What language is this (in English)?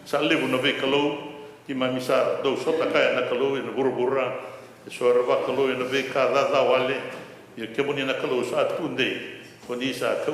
Fijian